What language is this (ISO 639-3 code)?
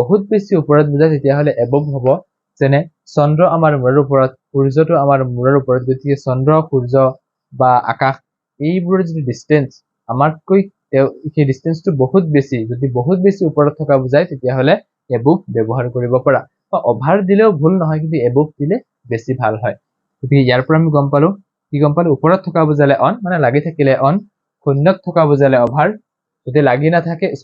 asm